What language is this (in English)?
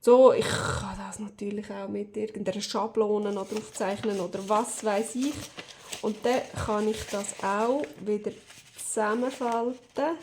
Swiss German